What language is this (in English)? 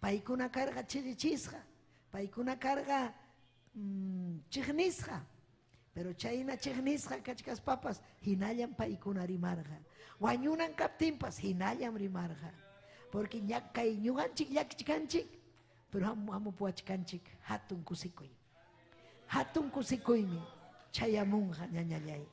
Ayacucho Quechua